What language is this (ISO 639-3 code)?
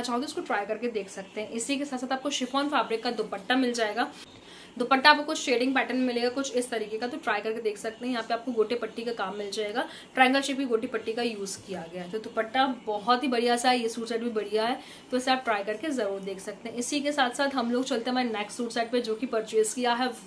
hin